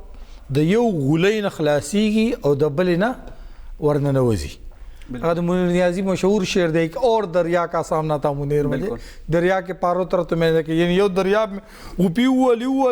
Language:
Pashto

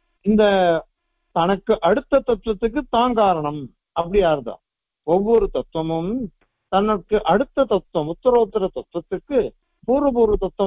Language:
Tamil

